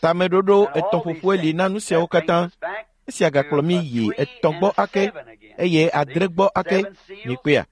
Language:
Ewe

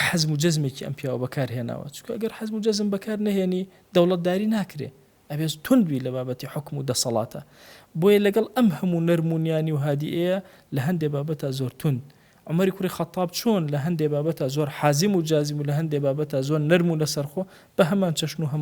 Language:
Central Kurdish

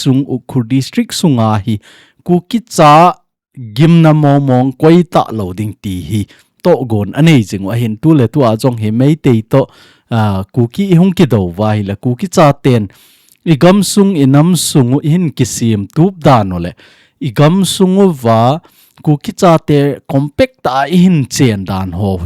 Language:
Thado Chin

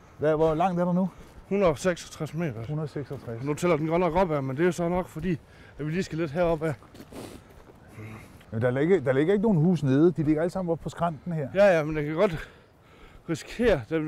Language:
Danish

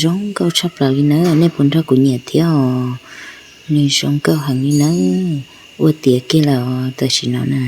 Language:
Hmong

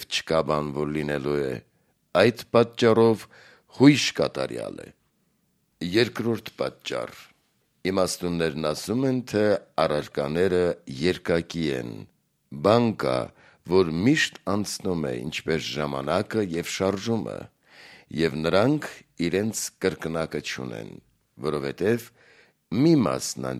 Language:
Armenian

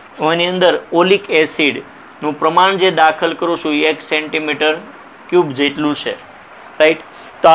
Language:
Gujarati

